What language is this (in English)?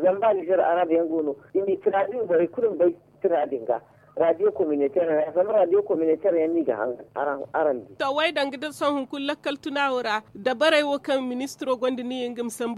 Zarma